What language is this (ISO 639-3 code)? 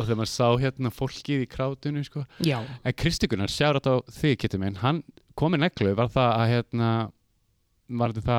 isl